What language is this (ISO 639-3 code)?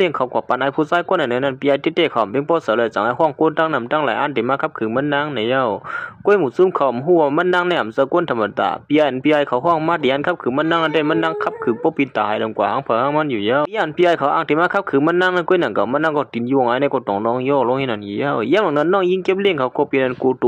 shn